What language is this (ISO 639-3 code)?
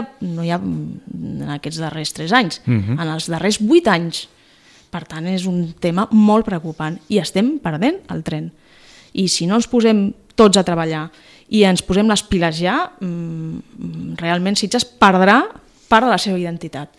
cat